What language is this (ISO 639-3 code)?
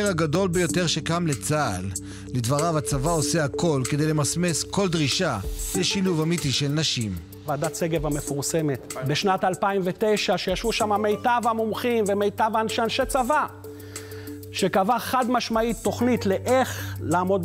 heb